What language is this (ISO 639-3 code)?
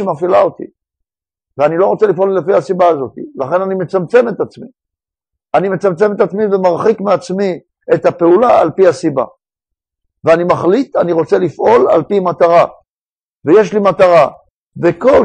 heb